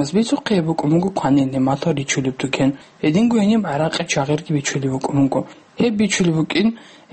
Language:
Avaric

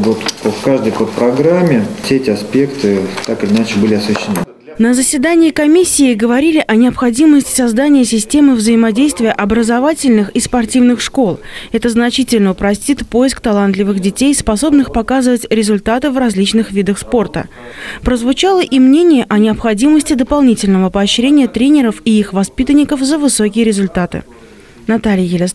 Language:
Russian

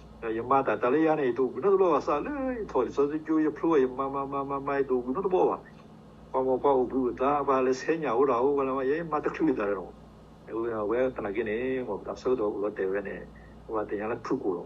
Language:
S'gaw Karen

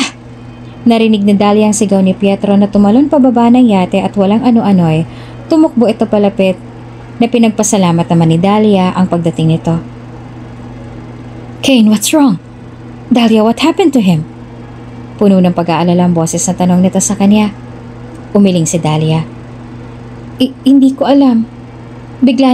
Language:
Filipino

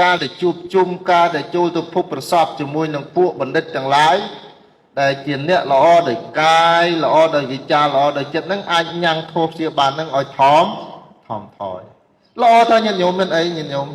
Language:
Khmer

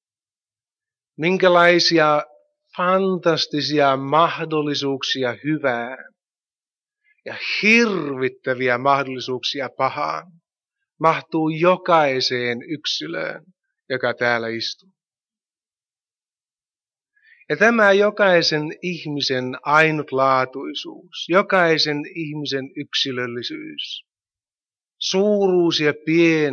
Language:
Finnish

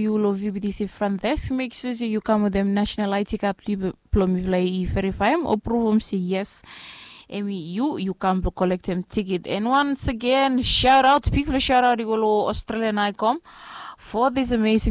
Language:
Bislama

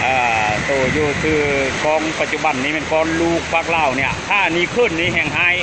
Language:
Lao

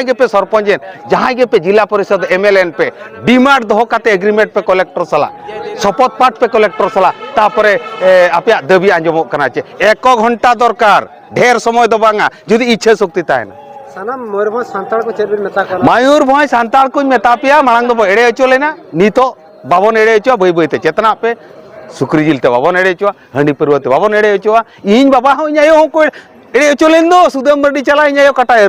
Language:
Santali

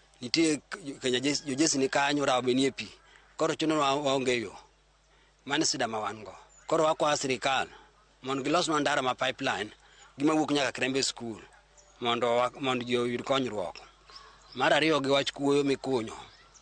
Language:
Luo (Kenya and Tanzania)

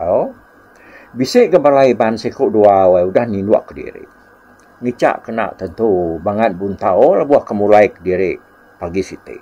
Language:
Iban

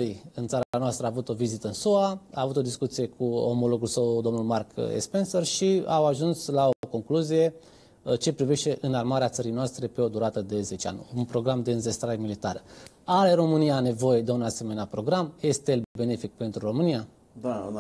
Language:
Romanian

